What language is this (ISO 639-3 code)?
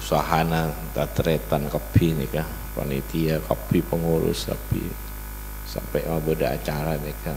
mad